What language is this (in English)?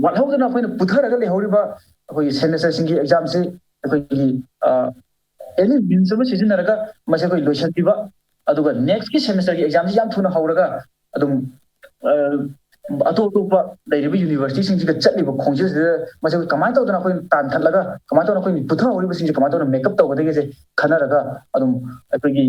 Manipuri